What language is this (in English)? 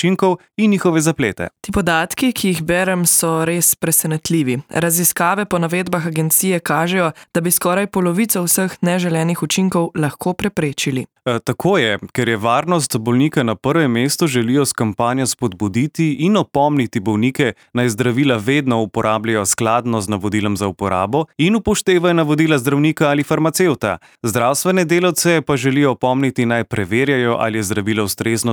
Slovenian